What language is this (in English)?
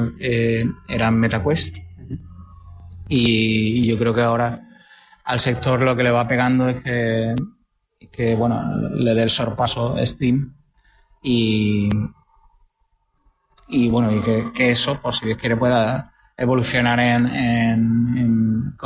Spanish